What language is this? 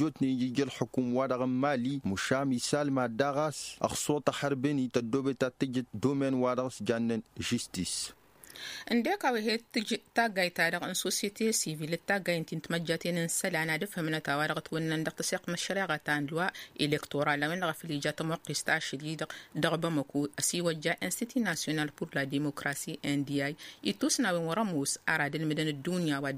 Tamasheq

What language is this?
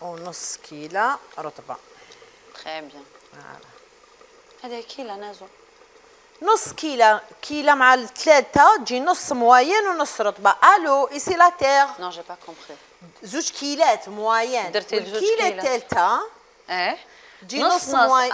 Algerian Arabic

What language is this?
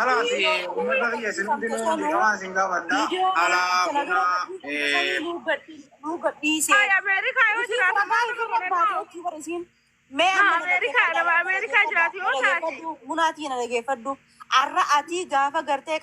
Oromo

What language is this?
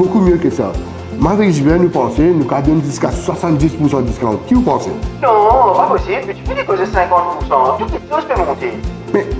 Morisyen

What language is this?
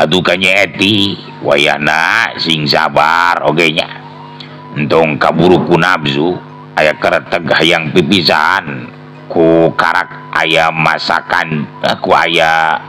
Sundanese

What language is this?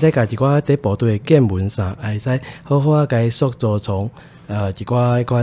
Min Nan Chinese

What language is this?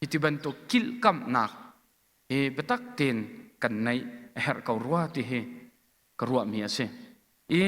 Hakha Chin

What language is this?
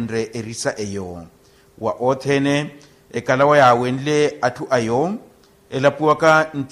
Makhuwa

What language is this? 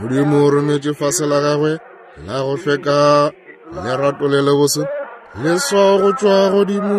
Northern Sotho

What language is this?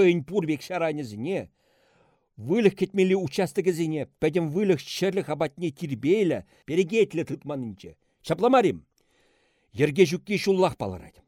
Chuvash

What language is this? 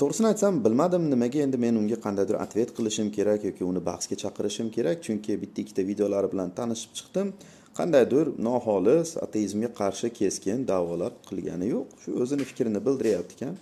Uzbek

